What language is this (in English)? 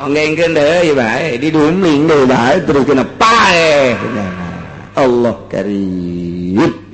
Sundanese